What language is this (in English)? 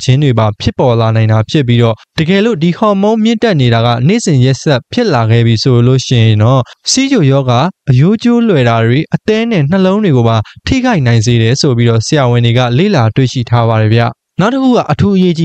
Burmese